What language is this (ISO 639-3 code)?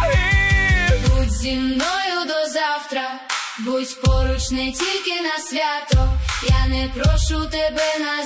ukr